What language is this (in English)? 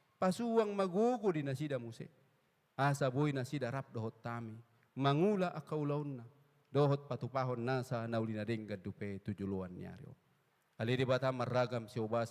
Batak Toba